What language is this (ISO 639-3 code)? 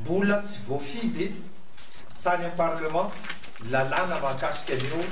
mlg